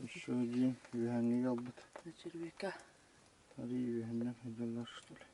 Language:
Yakut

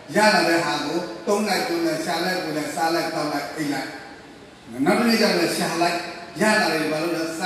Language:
Burmese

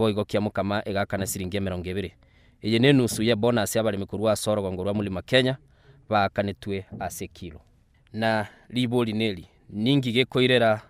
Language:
Gusii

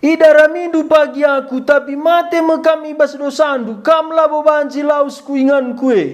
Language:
Batak Karo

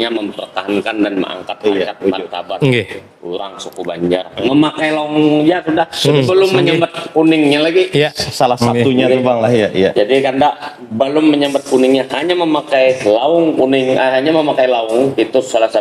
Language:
Banjar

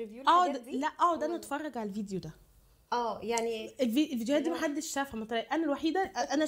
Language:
Egyptian Arabic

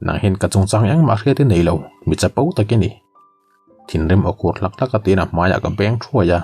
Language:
Mizo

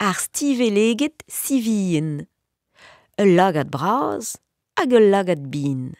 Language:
Breton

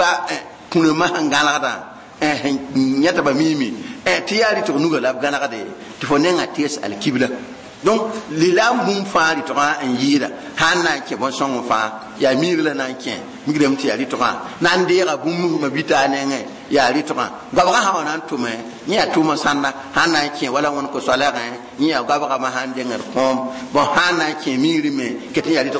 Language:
Mossi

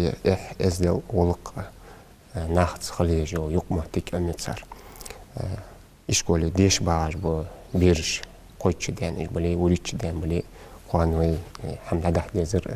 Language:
Ingush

